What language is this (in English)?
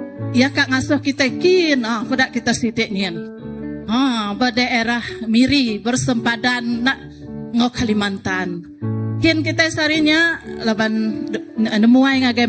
Iban